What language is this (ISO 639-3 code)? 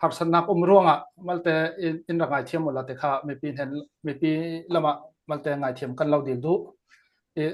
cfm